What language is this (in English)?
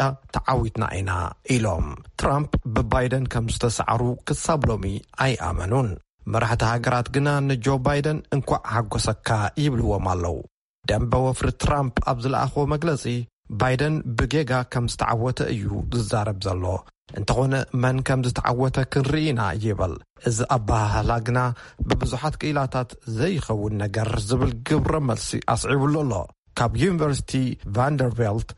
Tigrinya